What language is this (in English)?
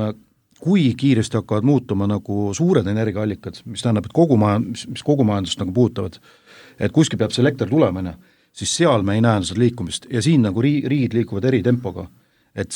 Estonian